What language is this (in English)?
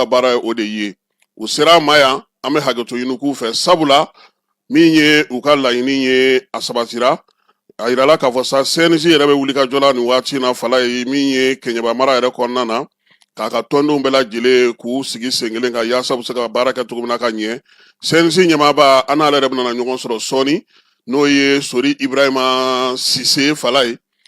Bambara